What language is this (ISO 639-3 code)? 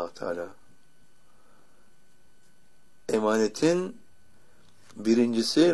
tur